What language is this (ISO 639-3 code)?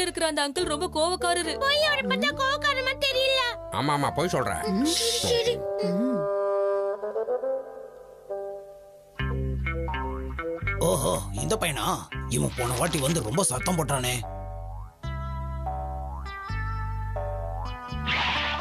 tam